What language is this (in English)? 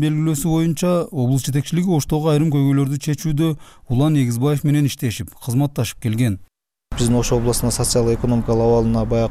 Kyrgyz